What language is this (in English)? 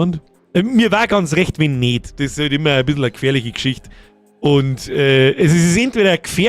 Bavarian